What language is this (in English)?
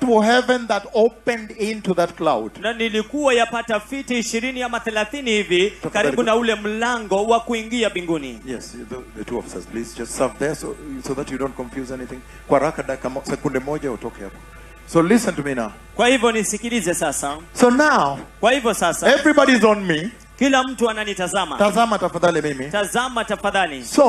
Swahili